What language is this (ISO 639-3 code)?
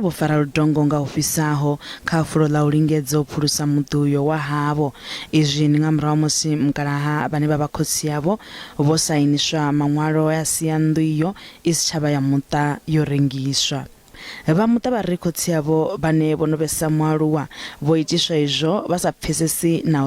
ven